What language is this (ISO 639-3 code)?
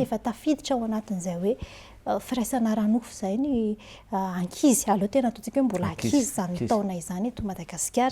mlg